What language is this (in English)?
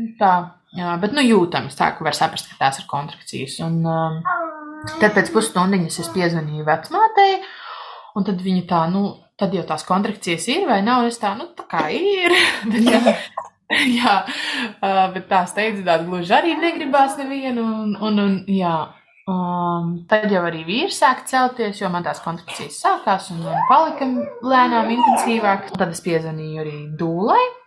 Latvian